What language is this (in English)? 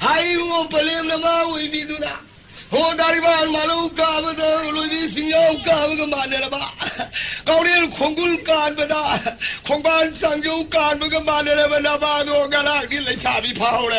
Manipuri